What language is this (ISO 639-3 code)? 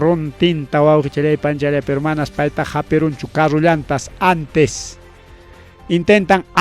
quy